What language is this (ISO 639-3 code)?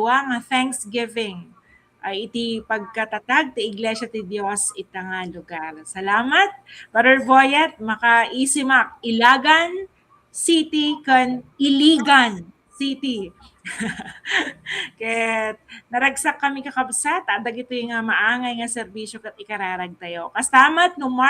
ilo